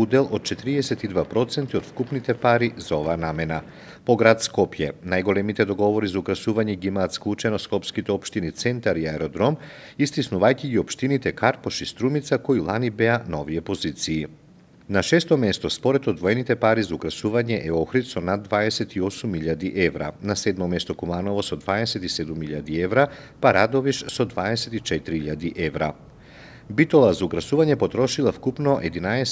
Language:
Macedonian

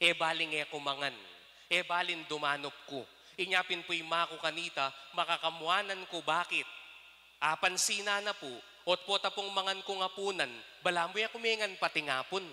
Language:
Pampanga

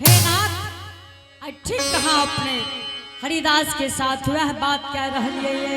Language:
Angika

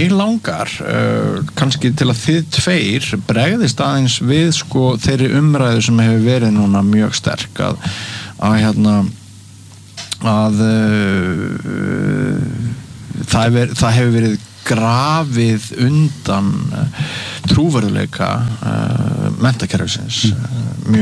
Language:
Icelandic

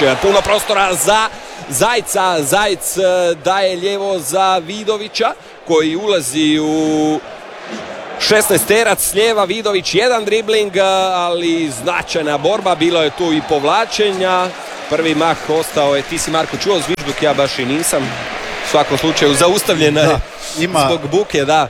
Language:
Croatian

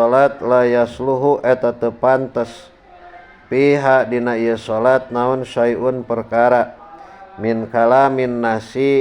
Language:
Sundanese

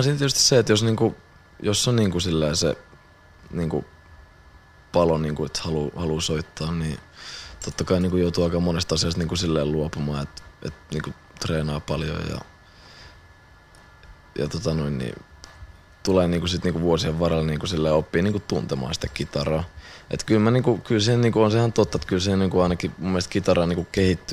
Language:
Finnish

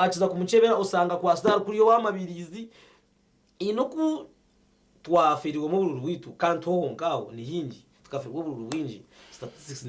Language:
Nyankole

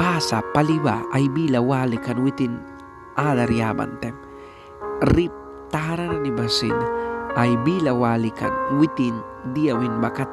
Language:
Mískito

